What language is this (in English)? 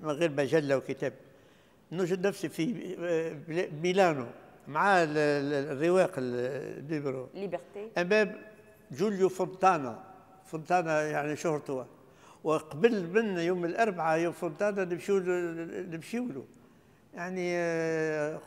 Tunisian Arabic